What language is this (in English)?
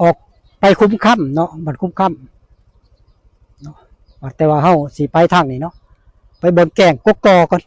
Northeastern Thai